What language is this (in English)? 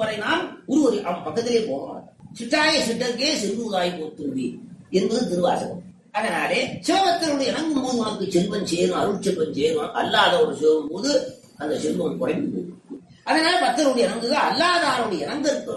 Tamil